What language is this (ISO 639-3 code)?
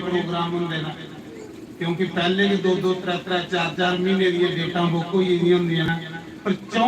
doi